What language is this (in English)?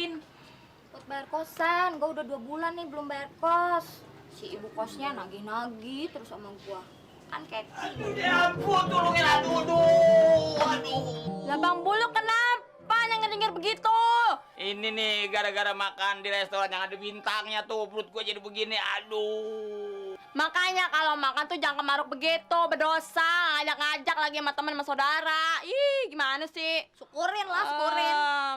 Betawi